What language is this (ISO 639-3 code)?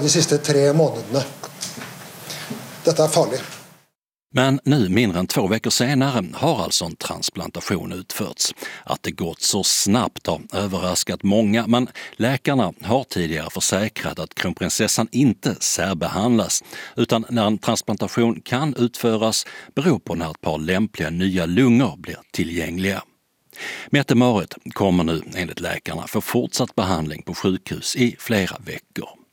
swe